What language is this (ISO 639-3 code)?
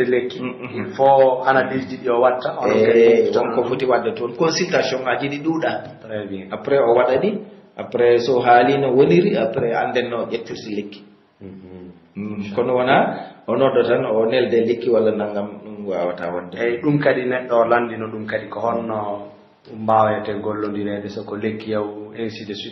fuf